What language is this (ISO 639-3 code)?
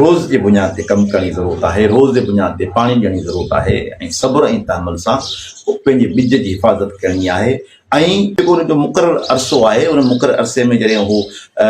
snd